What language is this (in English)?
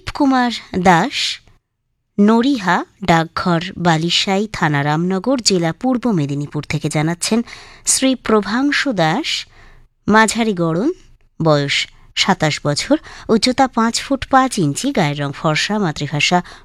Bangla